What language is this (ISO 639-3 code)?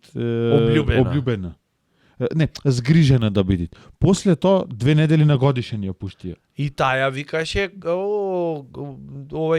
mkd